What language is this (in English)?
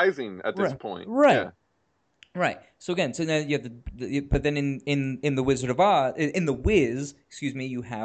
English